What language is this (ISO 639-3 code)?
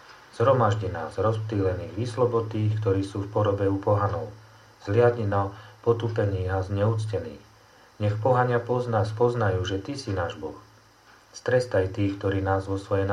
slk